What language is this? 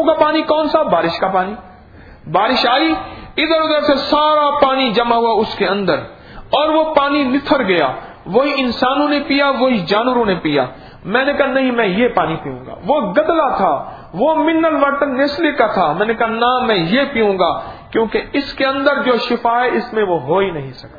Urdu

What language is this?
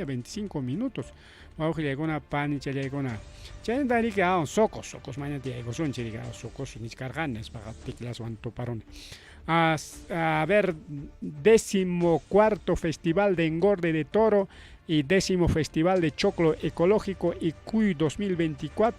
Ayacucho Quechua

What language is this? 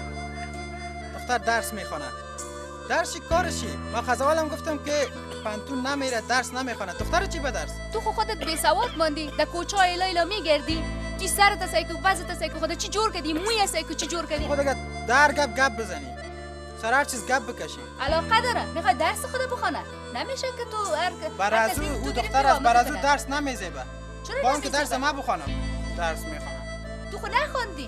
Persian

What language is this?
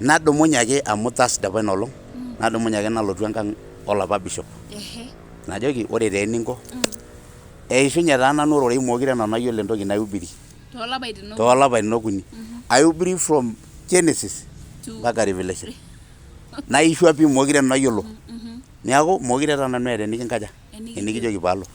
Masai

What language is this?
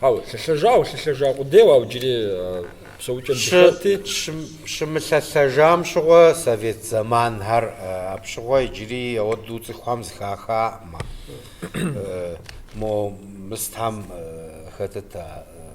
Kabardian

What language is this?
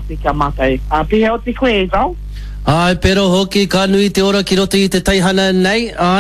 Māori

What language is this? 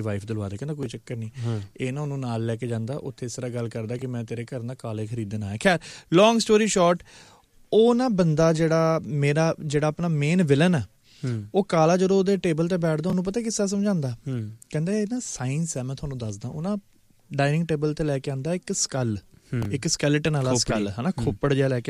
Punjabi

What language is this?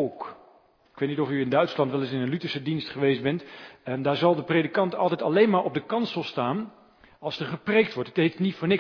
Dutch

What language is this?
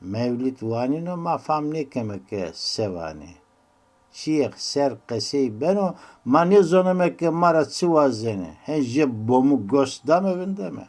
Zaza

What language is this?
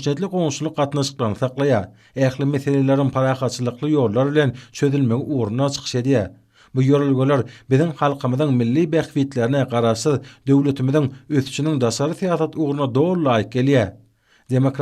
Turkmen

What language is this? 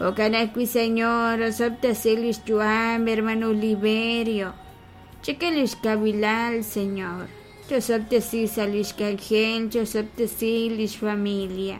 Kekchí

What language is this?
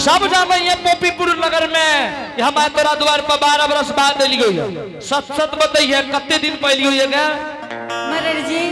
Angika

